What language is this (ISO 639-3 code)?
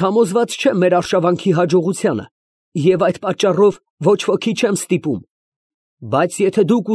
hye